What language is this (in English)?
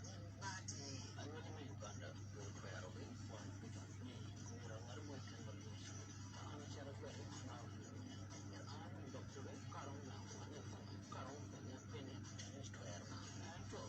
Acoli